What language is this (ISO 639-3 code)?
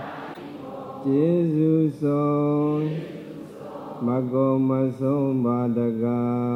mya